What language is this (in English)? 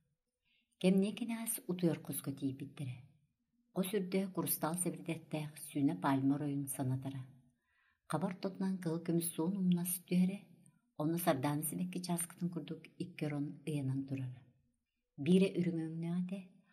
Yakut